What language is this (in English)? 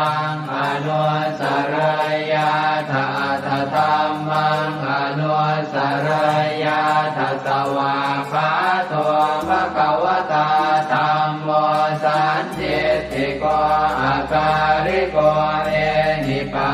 Pali